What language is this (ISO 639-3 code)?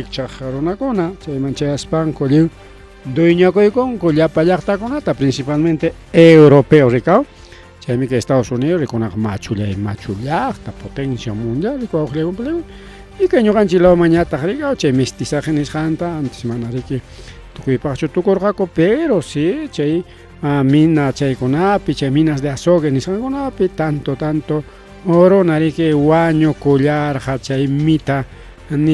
quy